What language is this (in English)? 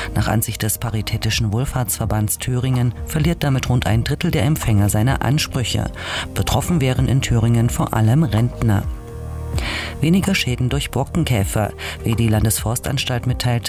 German